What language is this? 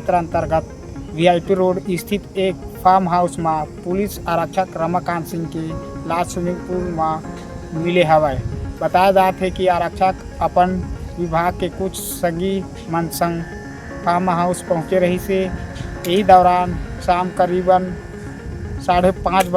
Chhattisgarhi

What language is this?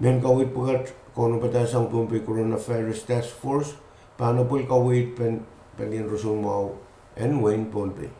Pohnpeian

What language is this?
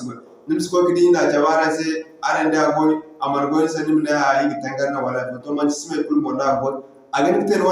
Zarma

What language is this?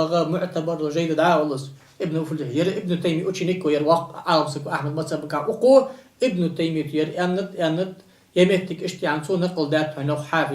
Ingush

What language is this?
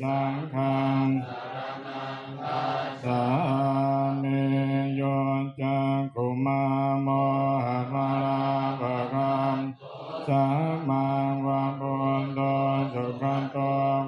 Pali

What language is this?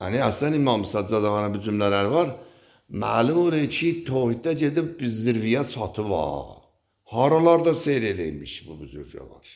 Azerbaijani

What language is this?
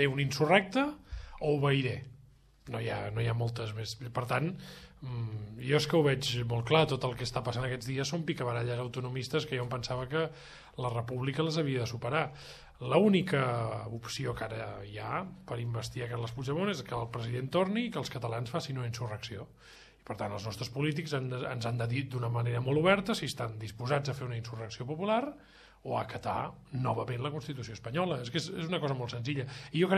Catalan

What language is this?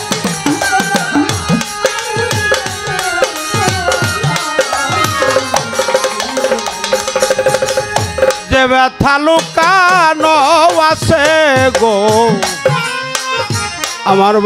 Bangla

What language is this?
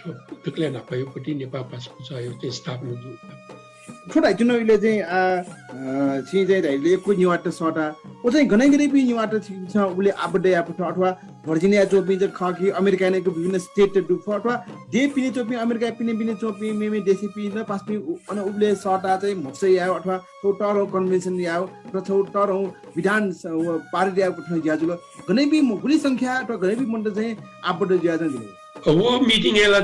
Newari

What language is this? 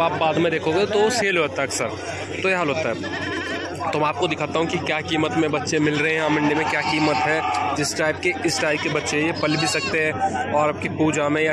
Hindi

